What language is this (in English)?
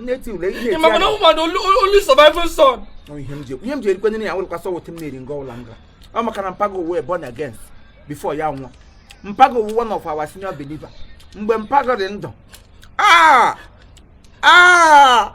Igbo